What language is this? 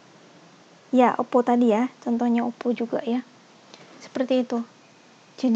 Indonesian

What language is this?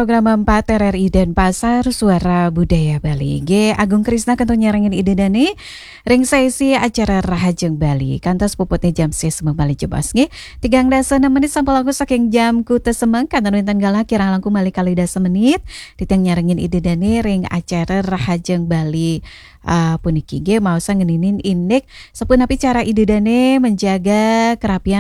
Balinese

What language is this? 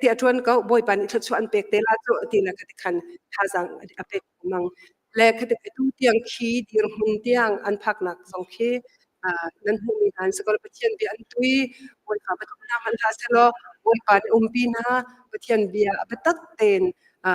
Hakha Chin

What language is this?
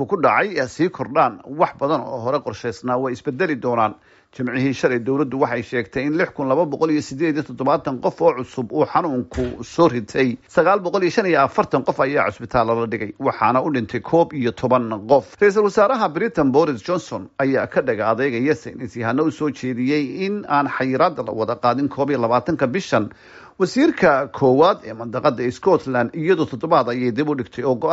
Somali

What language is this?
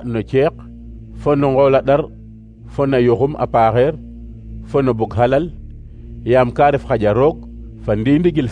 Serer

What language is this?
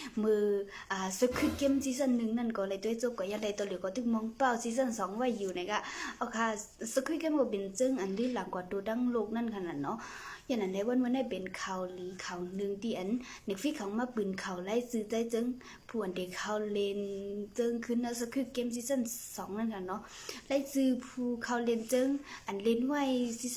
Shan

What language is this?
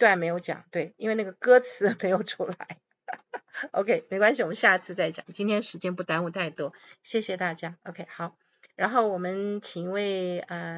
Chinese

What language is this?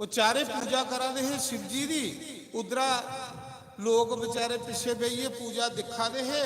Dogri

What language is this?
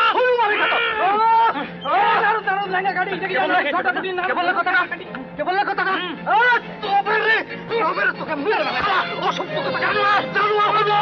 Bangla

